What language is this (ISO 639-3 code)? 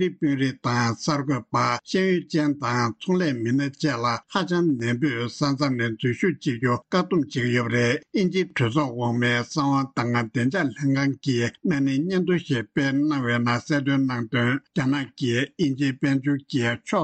bod